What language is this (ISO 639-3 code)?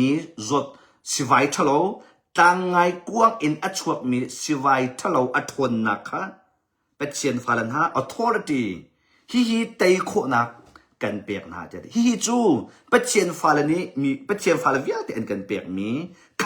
cnh